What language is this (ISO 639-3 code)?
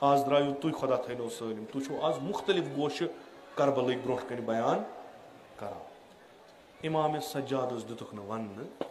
kas